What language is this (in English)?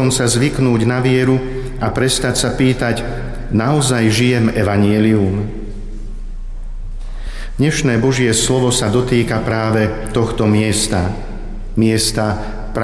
Slovak